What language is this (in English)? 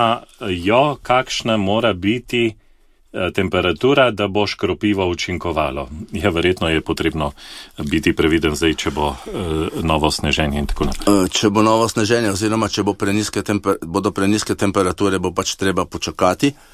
Slovenian